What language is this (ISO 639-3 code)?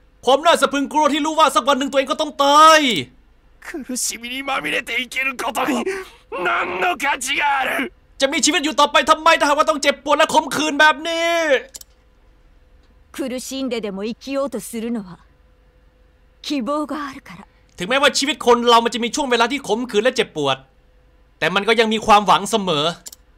tha